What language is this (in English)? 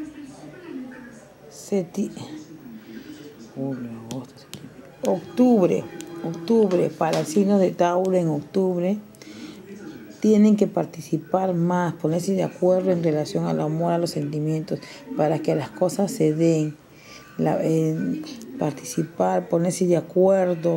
Spanish